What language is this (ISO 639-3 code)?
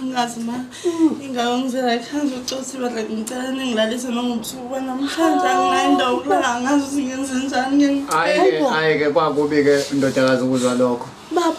zul